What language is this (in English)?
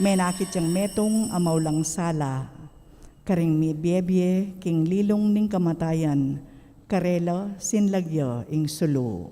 Pampanga